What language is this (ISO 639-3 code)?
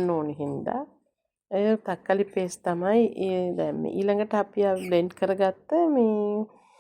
sin